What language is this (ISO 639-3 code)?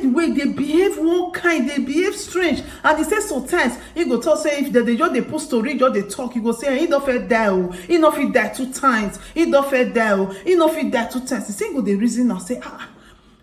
pcm